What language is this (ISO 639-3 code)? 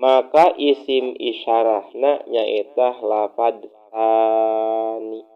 sun